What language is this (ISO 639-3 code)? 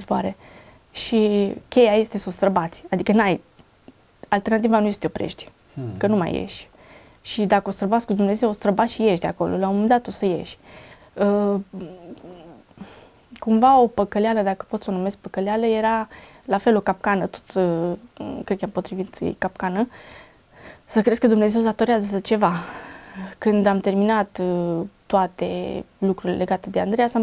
ron